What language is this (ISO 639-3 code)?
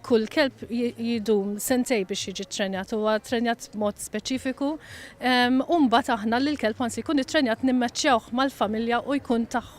mlt